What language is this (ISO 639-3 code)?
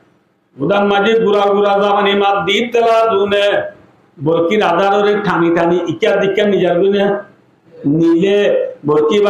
rhg